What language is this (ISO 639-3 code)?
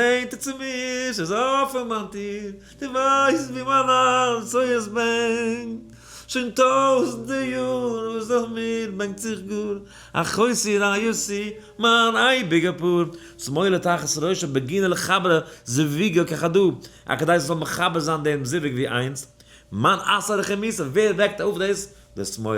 yid